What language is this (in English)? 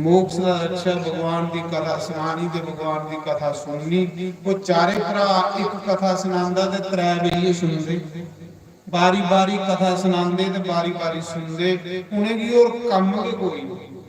Dogri